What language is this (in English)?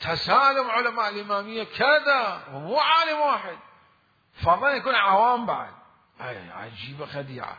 Mesopotamian Arabic